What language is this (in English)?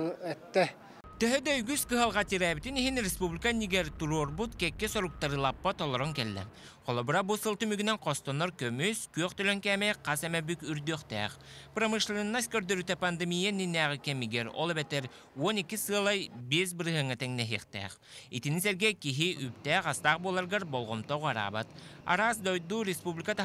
Yakut